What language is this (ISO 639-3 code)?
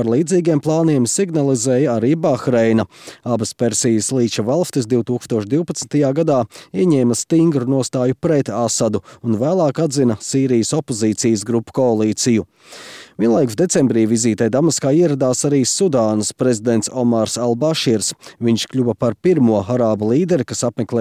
lav